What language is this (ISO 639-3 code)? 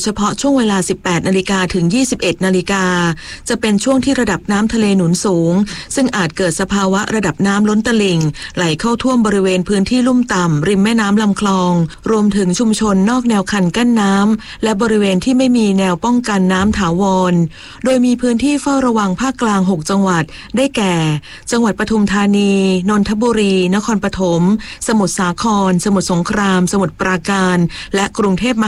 tha